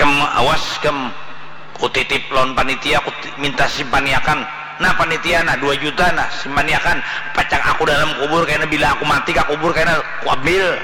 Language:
Banjar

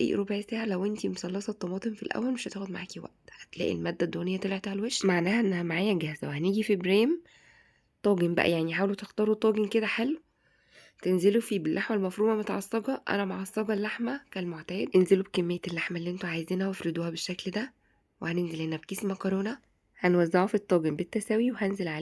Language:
Egyptian Arabic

